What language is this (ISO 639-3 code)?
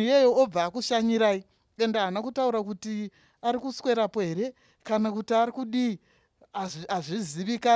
sna